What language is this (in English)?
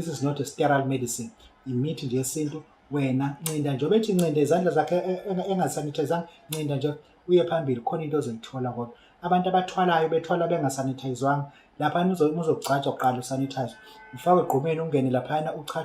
Zulu